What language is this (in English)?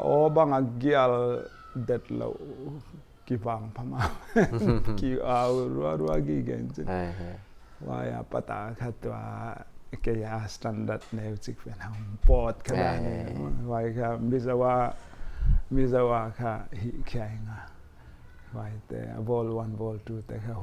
Paite Chin